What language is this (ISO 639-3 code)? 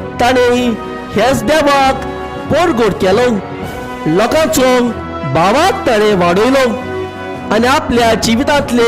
kok